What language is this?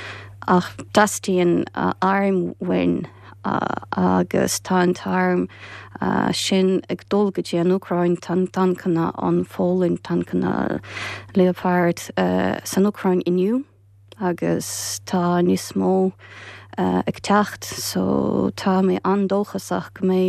Irish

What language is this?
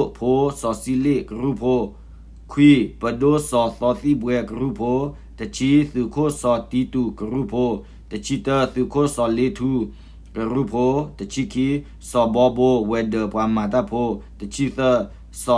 S'gaw Karen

